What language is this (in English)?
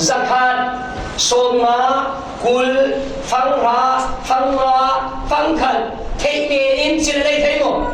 Falam Chin